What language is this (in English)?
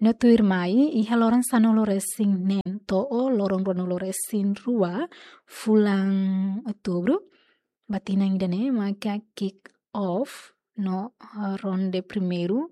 Tetum